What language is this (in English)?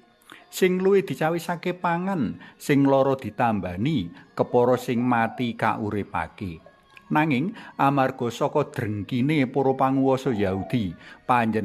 Javanese